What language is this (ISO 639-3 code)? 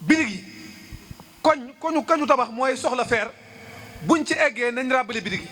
wol